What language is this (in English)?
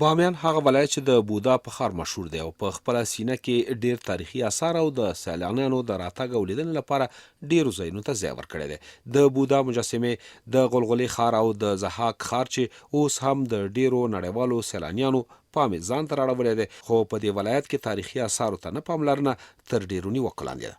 Pashto